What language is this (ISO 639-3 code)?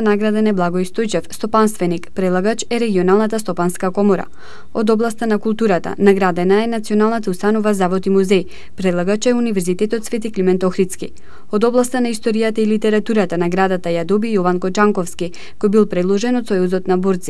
mkd